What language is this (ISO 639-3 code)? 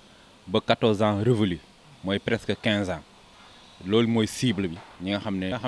wol